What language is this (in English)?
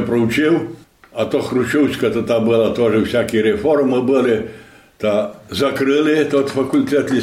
Rusyn